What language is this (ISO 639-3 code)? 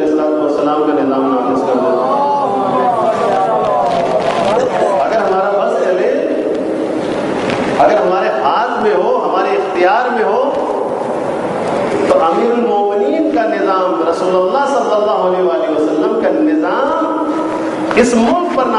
urd